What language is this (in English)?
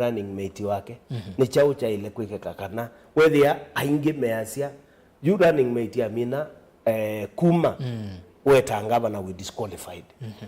Kamba